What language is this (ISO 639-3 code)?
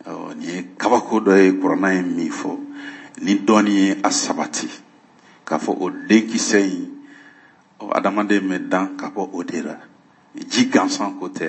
bam